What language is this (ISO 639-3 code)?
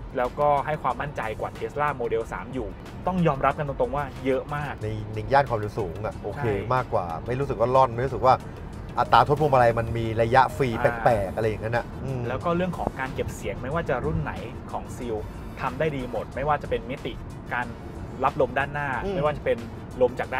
tha